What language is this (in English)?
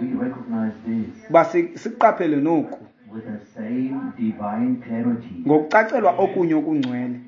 Xhosa